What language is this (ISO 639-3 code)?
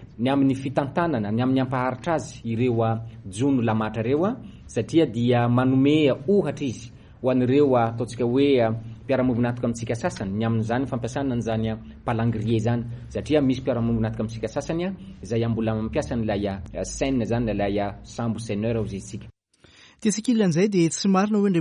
mlg